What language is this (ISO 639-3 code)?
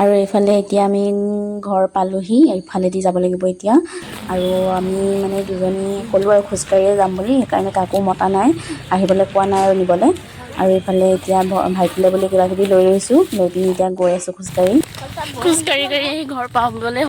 asm